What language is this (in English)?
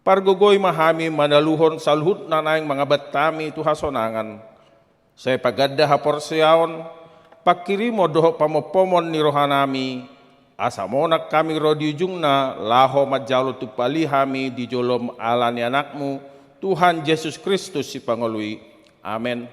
Batak Toba